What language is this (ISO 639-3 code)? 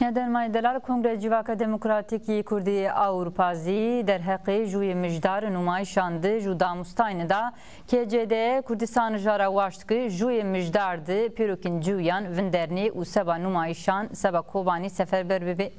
zza